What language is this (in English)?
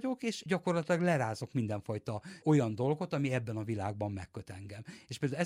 Hungarian